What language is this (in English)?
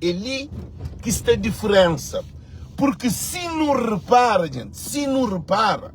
Kabuverdianu